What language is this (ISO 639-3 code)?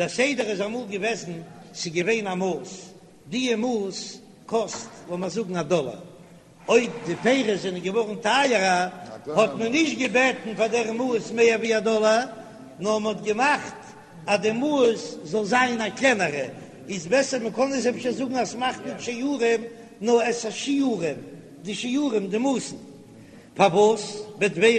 yid